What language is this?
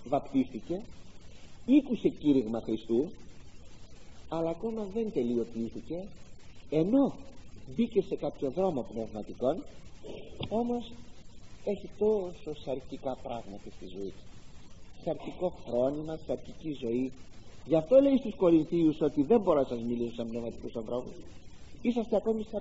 Greek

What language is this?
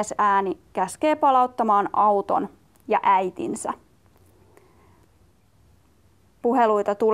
Finnish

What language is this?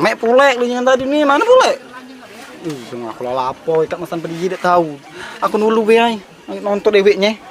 Musi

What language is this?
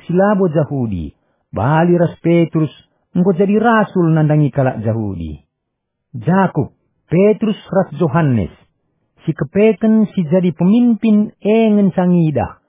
Batak Karo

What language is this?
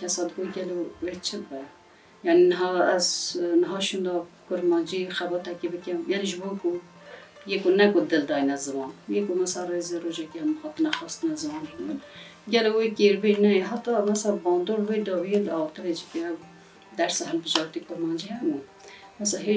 Kurdish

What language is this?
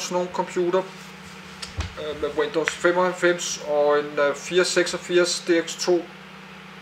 Danish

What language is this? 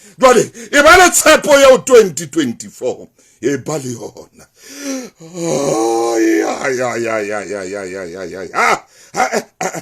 Southern Sotho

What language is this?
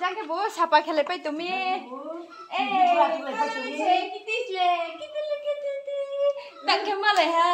Riang (India)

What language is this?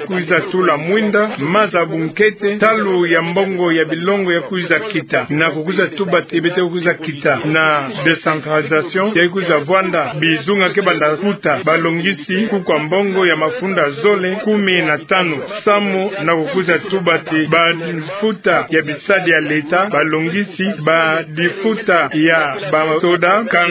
Kituba (Democratic Republic of Congo)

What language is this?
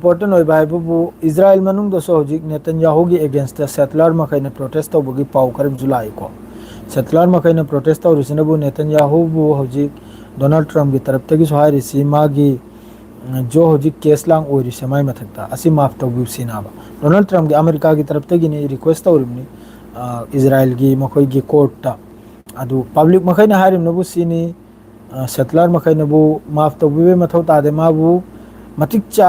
Manipuri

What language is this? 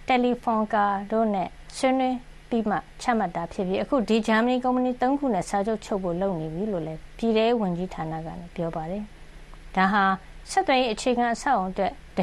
Burmese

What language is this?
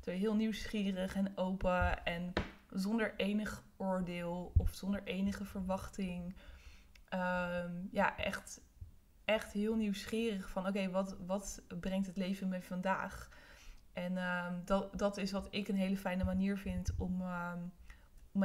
Dutch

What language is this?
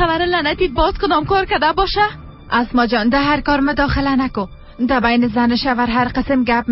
Persian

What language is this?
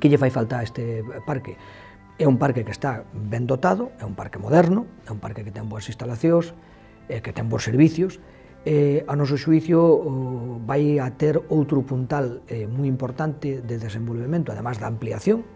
Galician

